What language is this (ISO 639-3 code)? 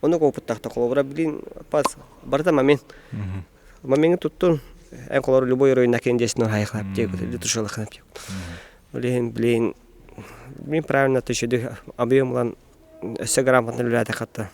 sah